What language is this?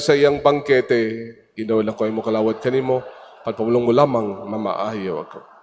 Cebuano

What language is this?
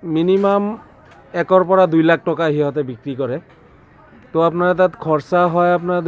Assamese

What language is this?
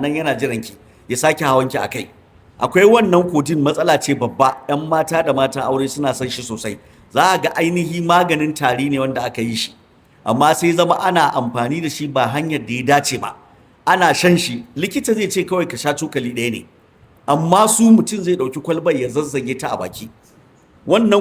Hausa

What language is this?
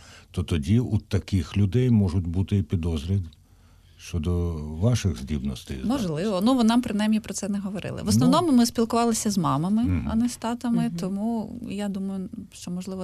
Ukrainian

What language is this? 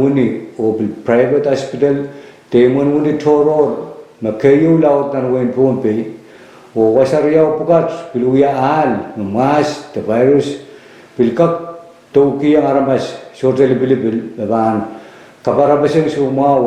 Pohnpeian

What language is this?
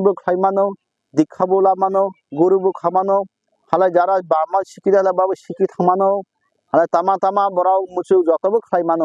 Kok Borok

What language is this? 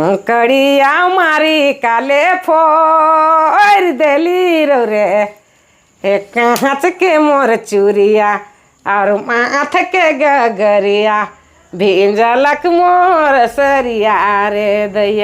Sadri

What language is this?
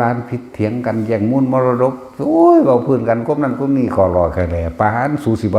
Northeastern Thai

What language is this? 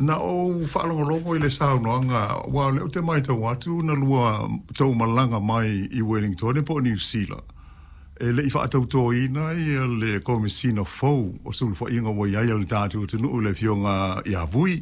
Samoan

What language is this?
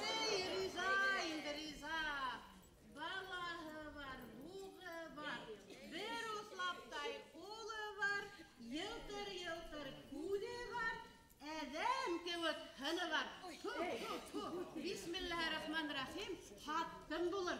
Bashkir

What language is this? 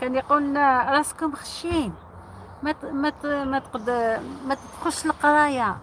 Algerian Arabic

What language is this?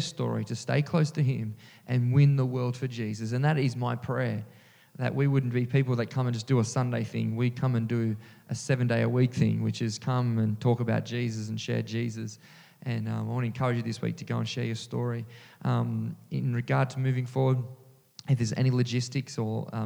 English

